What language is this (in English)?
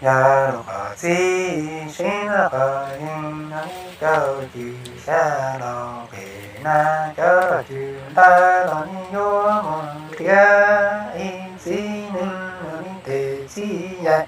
Hmong